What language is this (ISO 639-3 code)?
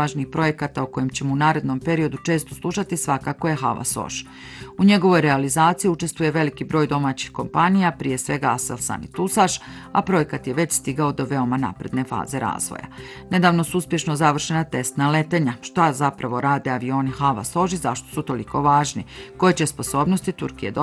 bos